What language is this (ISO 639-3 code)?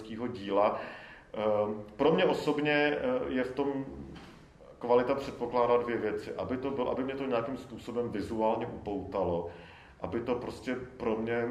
ces